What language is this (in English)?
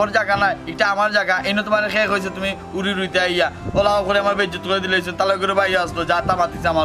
Sylheti